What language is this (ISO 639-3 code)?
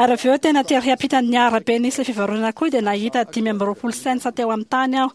mlg